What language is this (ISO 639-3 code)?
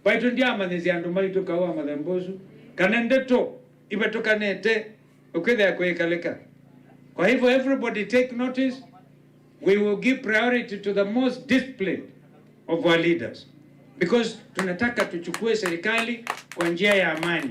kam